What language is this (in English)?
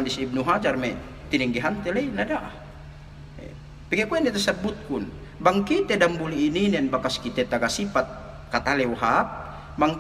Yakan